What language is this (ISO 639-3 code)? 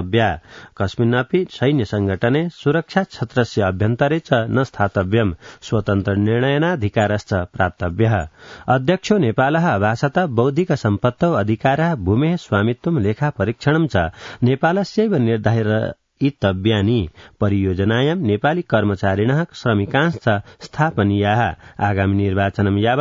san